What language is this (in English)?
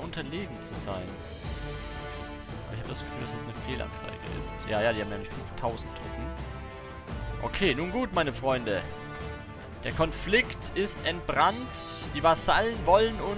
German